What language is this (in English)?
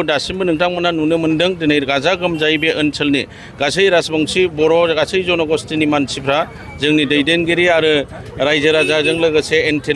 Bodo